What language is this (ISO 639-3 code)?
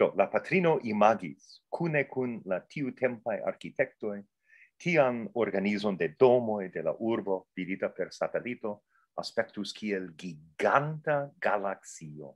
epo